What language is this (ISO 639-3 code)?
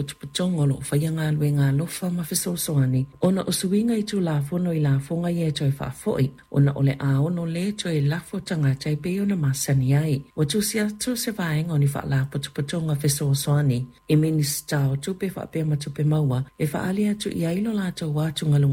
smo